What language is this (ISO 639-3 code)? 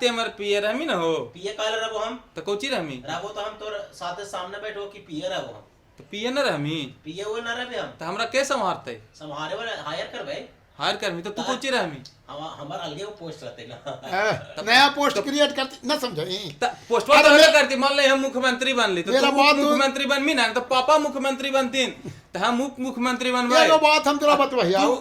mag